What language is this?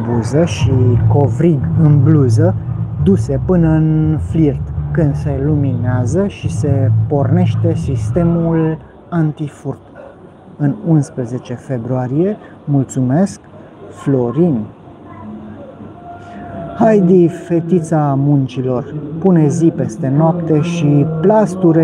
Romanian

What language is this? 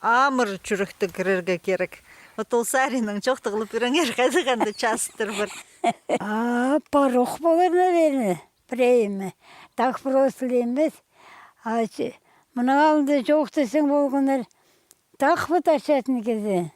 Khakas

